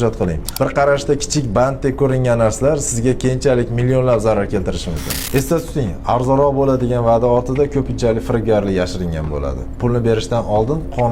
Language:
Uzbek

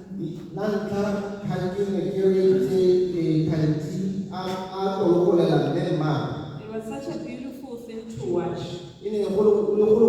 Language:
Tswana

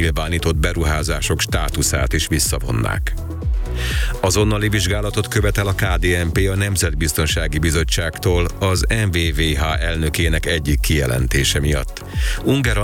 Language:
Hungarian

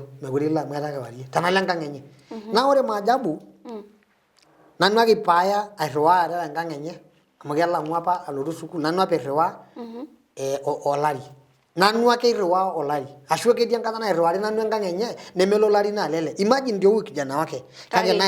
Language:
Masai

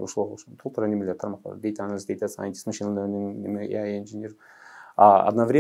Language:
Kyrgyz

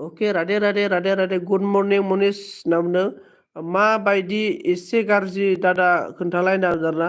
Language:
Bodo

